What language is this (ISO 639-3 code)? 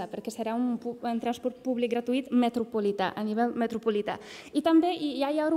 cat